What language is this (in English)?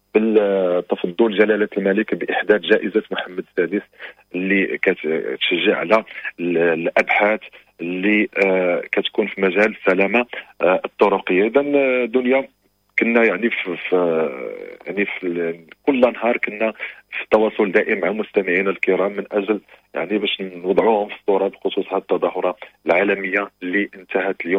Moroccan Arabic